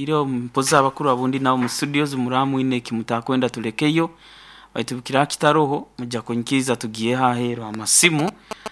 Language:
Nyoro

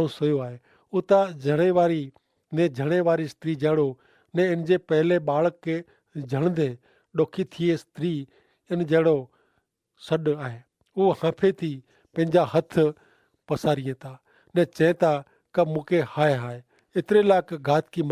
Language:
Kachhi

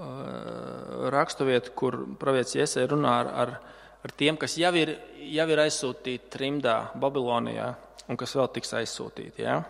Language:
Latvian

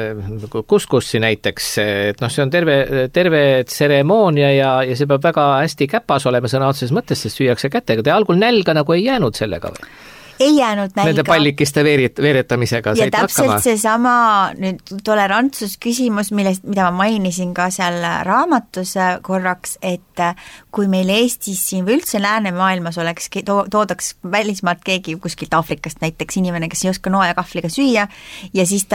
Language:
Estonian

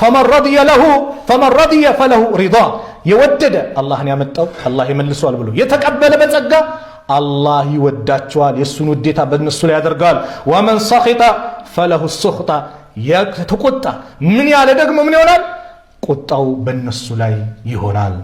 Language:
Amharic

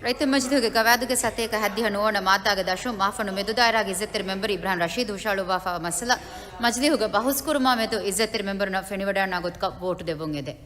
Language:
Divehi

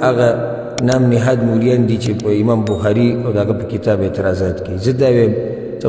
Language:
Pashto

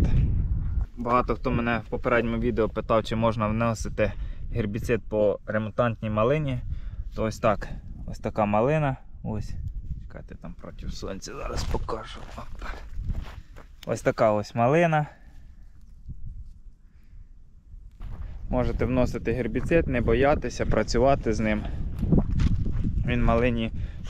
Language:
Ukrainian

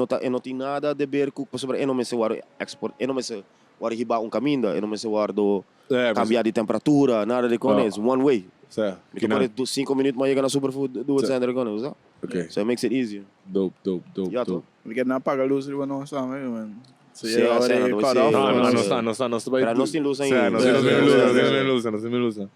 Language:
Papiamento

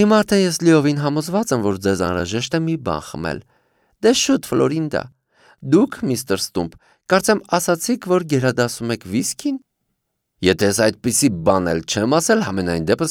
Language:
Armenian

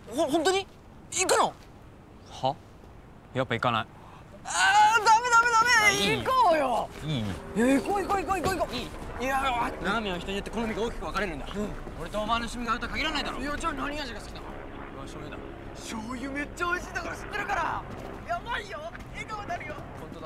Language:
Japanese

